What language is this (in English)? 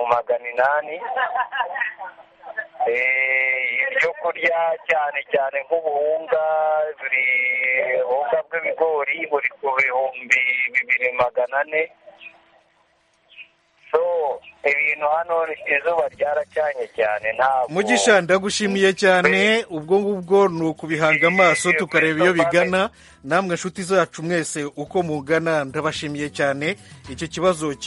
Kinyarwanda